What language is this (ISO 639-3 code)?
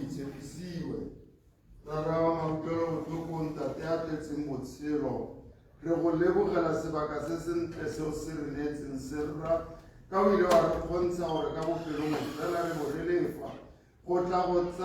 tsn